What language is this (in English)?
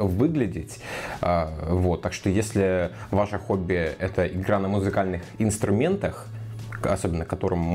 Russian